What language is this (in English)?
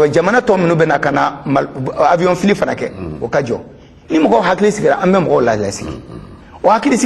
Bambara